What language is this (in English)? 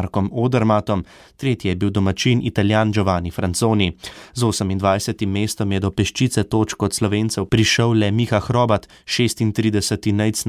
Slovenian